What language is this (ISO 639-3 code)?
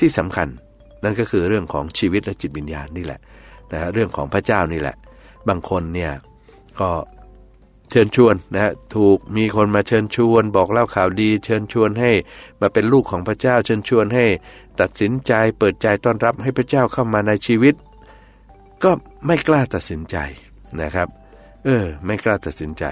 tha